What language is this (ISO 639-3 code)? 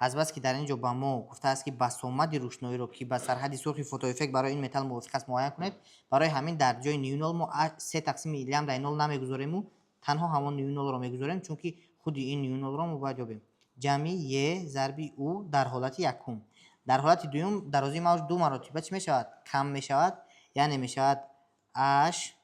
tgk